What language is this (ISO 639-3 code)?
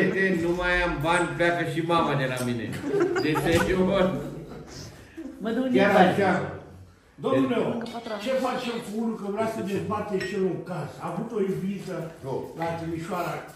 ron